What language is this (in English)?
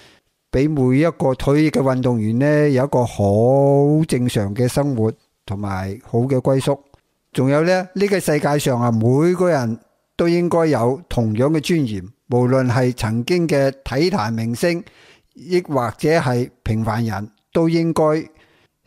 Cantonese